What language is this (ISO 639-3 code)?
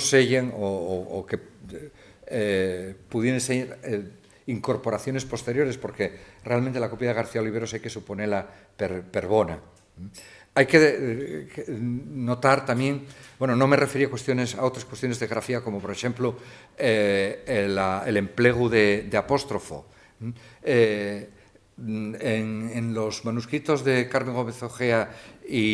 ast